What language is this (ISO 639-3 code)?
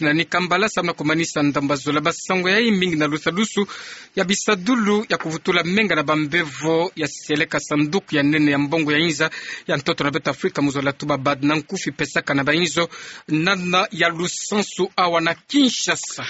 ktu